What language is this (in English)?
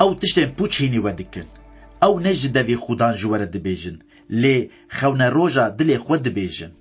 Kurdish